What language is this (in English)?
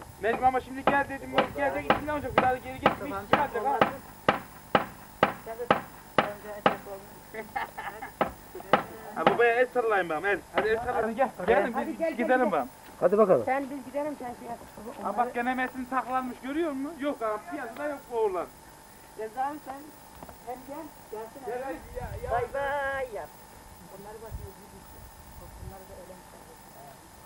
Turkish